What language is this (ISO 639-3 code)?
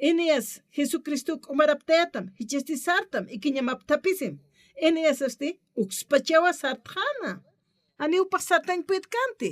aym